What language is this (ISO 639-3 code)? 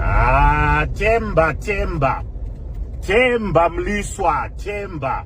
sna